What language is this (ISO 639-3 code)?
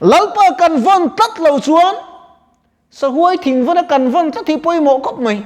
lus